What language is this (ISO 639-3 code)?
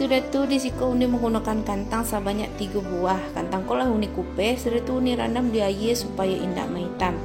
min